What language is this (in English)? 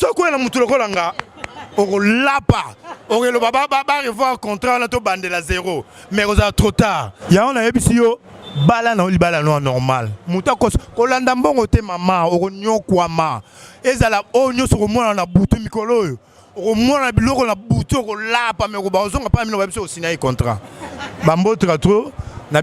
Lingala